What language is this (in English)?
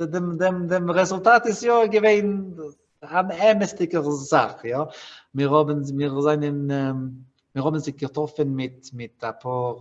Yiddish